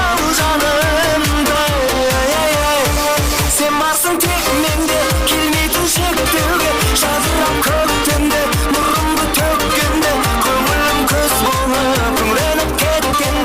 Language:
Kara-Kalpak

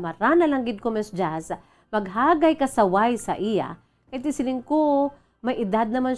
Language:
Hiligaynon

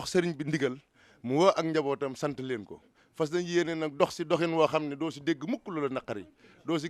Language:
Wolof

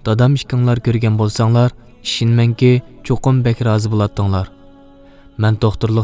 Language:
Uyghur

